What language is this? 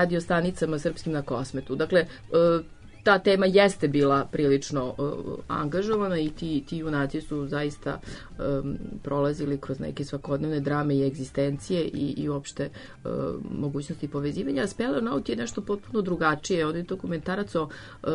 Serbian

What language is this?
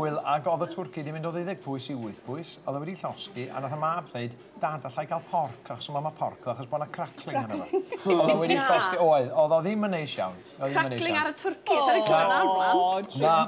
Welsh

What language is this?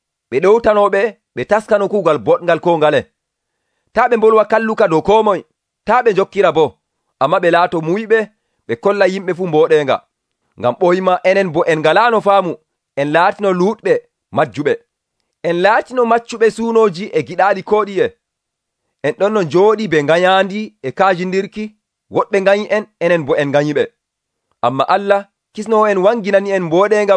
Nigerian Fulfulde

